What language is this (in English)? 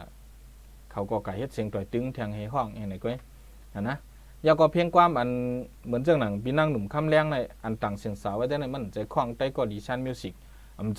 Shan